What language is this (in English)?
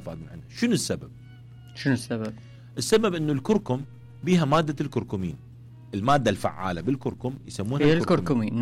Mesopotamian Arabic